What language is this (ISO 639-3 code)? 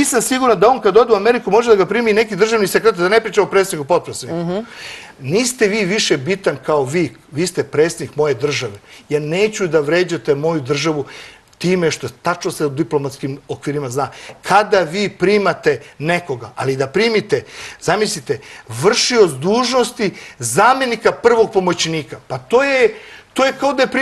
srp